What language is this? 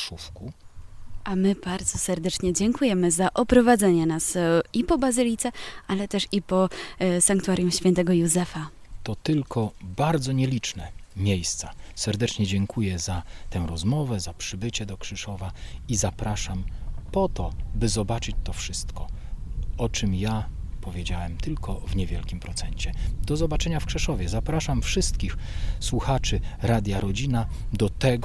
Polish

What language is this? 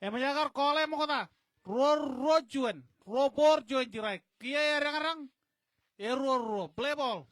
Marshallese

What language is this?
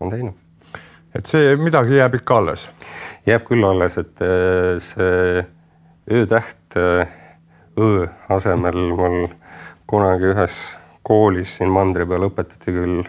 Estonian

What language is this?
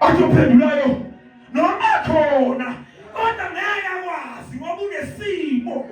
Zulu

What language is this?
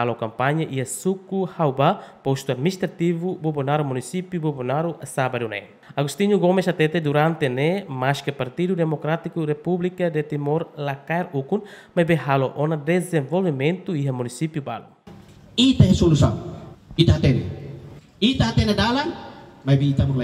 Tetum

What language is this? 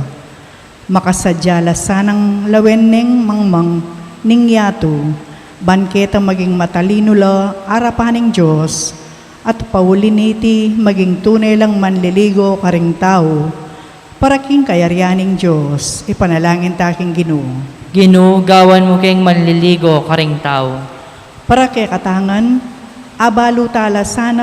Pampanga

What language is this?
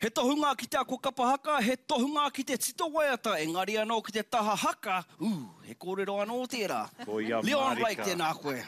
Māori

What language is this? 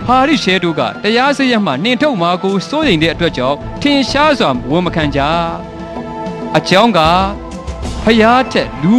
Burmese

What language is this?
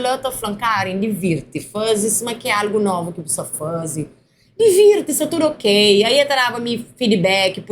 Kabuverdianu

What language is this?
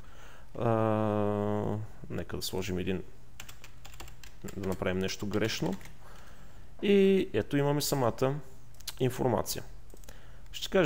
Bulgarian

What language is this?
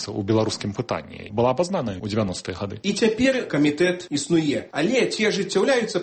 Belarusian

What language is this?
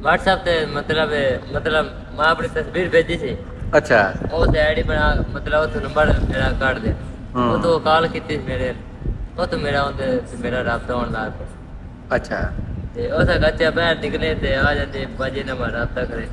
Saraiki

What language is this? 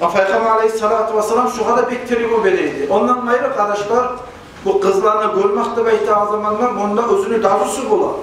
Kumyk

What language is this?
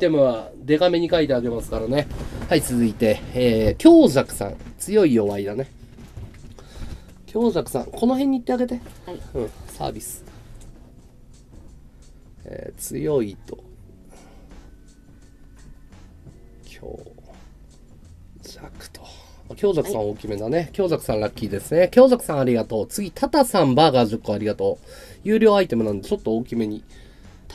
Japanese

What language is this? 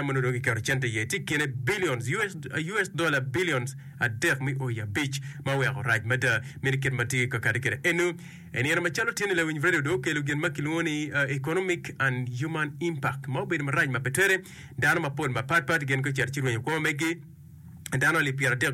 Acoli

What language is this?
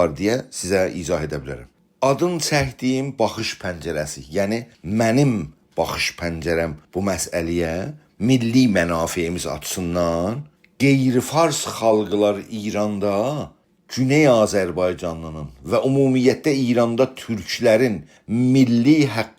South Azerbaijani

